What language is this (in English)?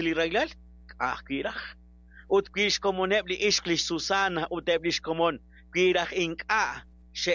Kekchí